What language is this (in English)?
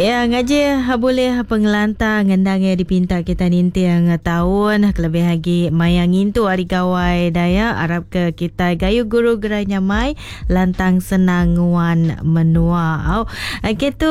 Iban